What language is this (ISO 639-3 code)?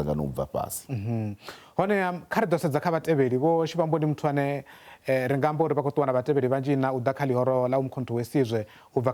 ven